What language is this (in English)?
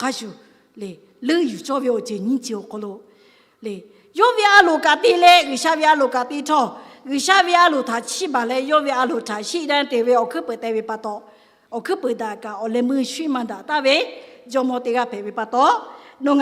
Lahu